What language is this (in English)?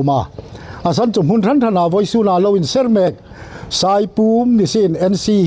Hmar